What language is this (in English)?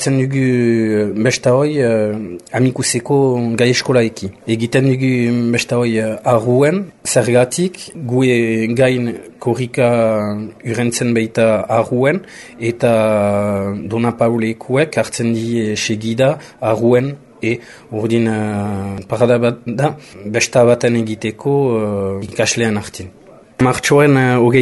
Basque